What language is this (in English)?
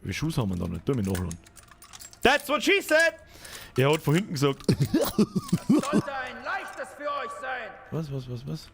Bavarian